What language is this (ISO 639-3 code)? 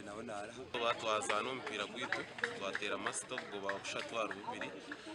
nyn